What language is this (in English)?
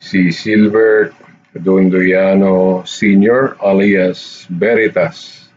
Cebuano